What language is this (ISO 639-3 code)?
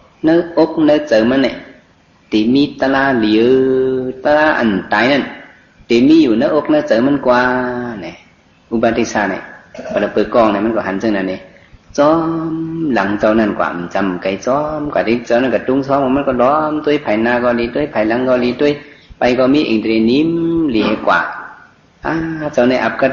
shn